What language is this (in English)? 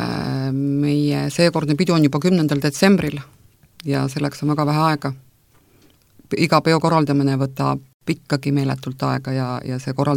Estonian